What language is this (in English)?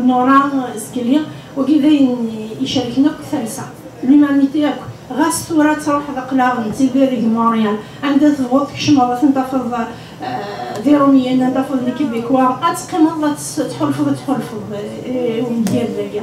Kabyle